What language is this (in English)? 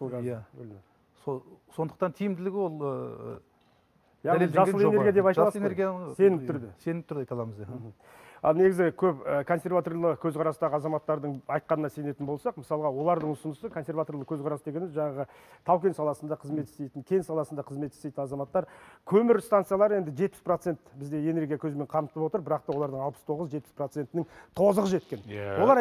Kazakh